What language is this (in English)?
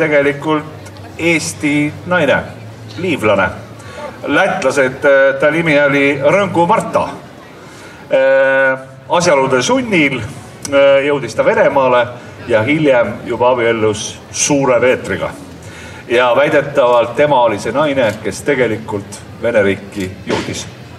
Estonian